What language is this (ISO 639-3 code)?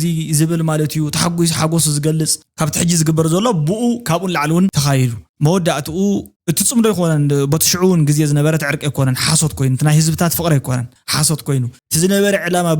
tir